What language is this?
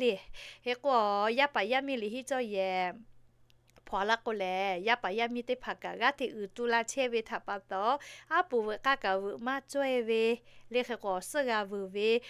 Lahu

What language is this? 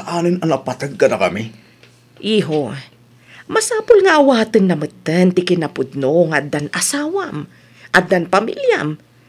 Iloko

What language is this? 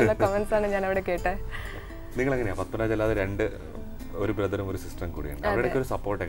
Malayalam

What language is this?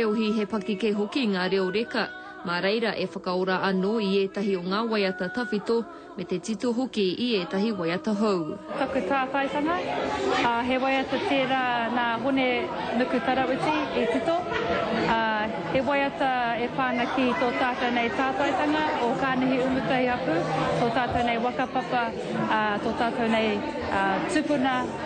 Māori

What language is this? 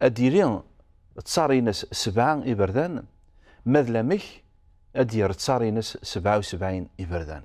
Kabyle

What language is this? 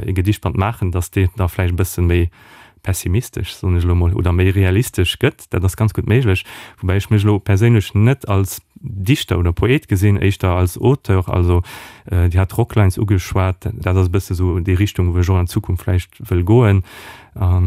Luxembourgish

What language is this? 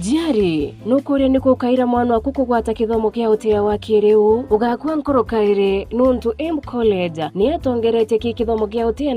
Meru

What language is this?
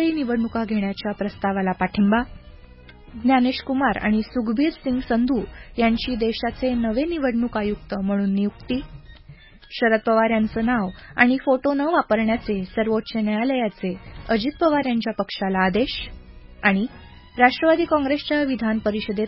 Marathi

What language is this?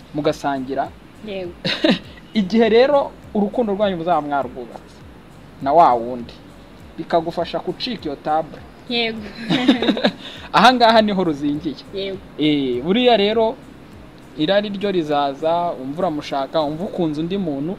Kinyarwanda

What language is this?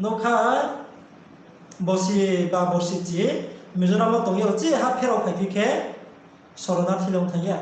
Riang (India)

